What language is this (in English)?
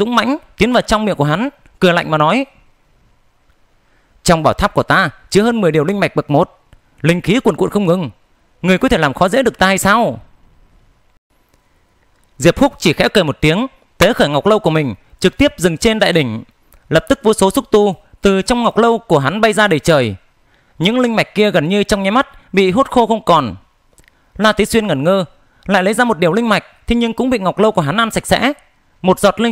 Vietnamese